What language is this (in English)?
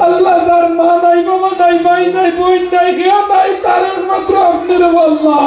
Sylheti